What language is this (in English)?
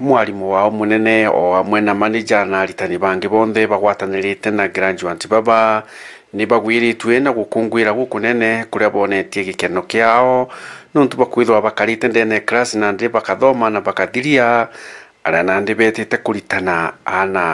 Meru